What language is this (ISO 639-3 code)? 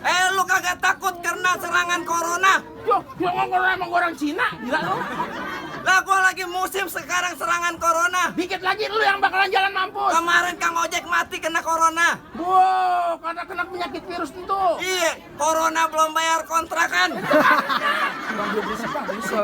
bew